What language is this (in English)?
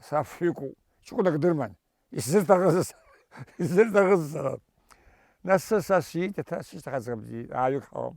Abkhazian